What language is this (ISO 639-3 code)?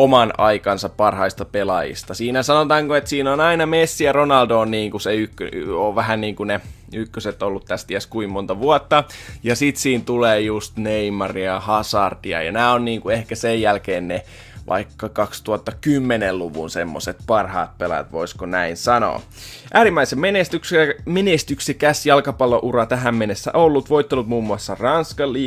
fin